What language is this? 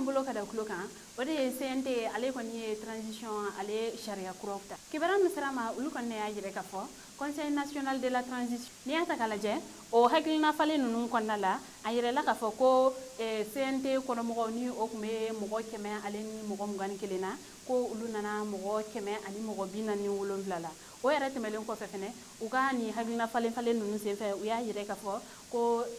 Bambara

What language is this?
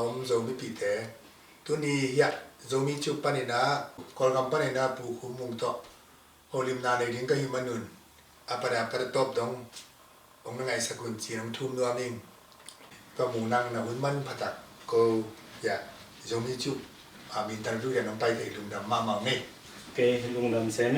Tedim Chin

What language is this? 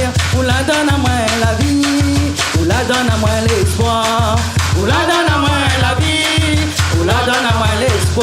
Réunion Creole French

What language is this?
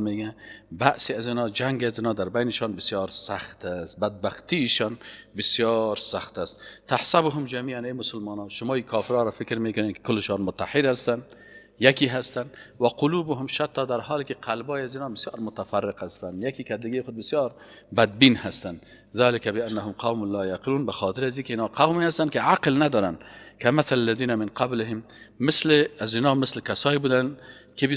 Persian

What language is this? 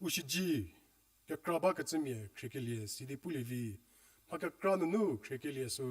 Angami Naga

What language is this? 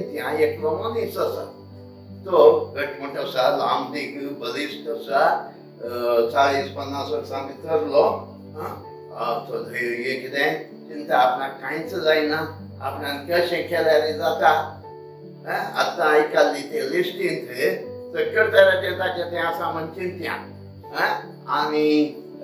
Konkani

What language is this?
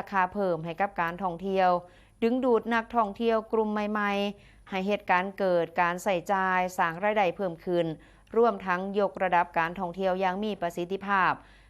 Northeastern Thai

